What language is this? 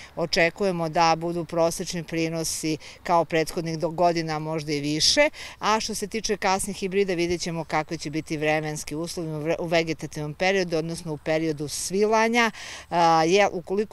Serbian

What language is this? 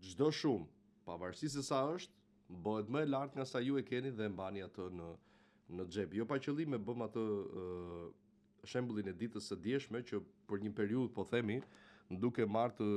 Albanian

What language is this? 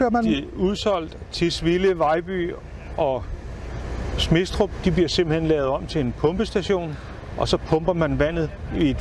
Danish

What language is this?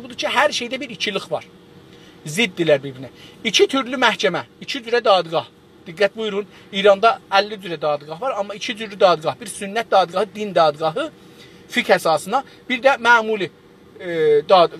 South Azerbaijani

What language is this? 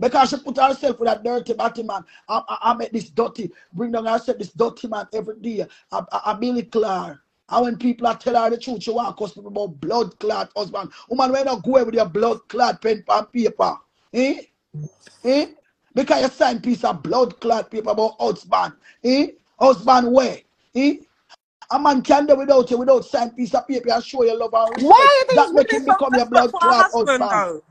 Jamaican Creole English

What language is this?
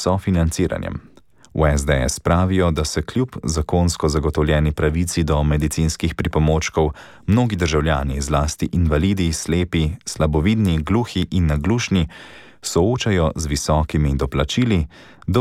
Slovenian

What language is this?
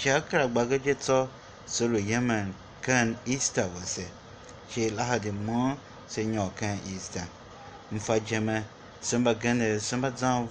Tiv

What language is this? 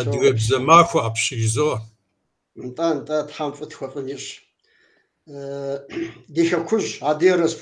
Kabardian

